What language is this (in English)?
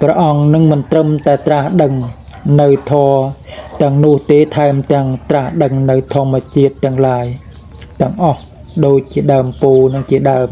Khmer